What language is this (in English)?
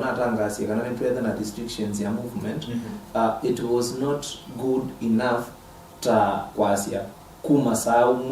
Kamba